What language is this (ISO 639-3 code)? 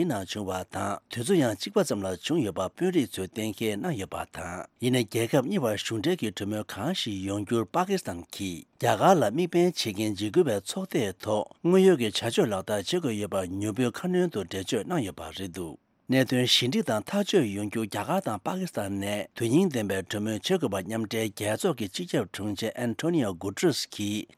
bod